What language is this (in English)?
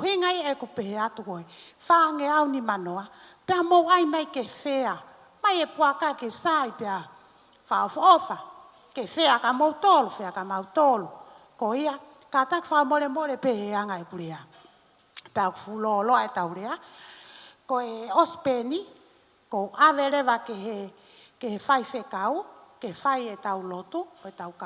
Tongan